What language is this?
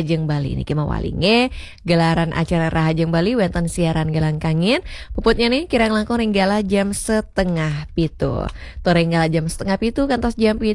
Balinese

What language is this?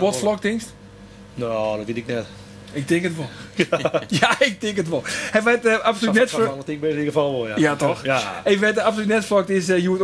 Western Frisian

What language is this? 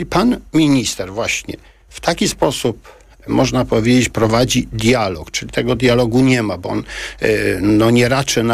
Polish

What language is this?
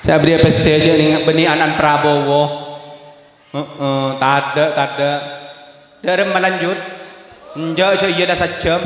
Madurese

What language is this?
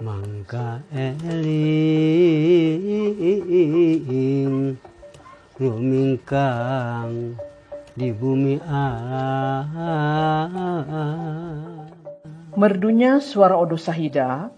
Sundanese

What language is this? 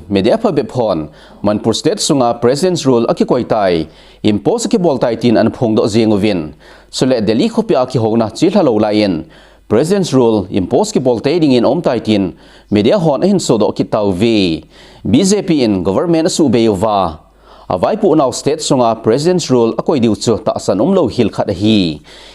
Thado Chin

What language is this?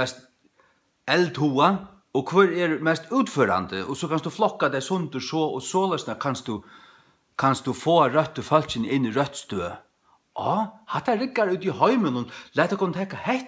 Faroese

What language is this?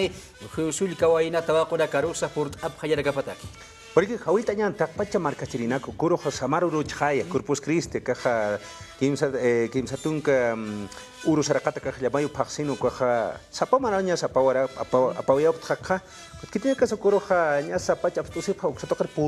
Aymara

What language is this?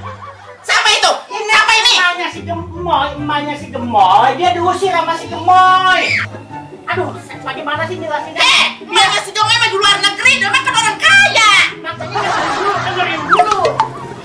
Betawi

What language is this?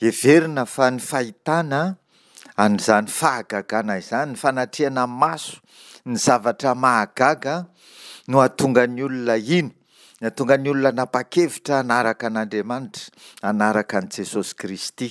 Malagasy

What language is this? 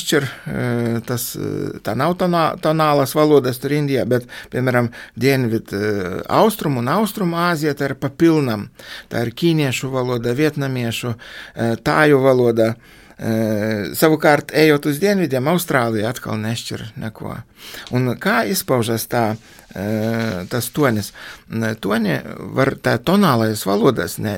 Latvian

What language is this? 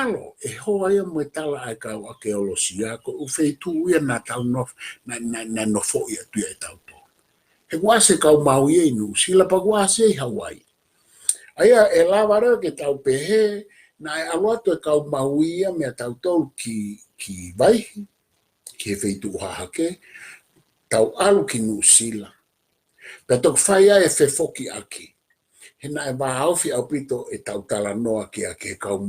Tongan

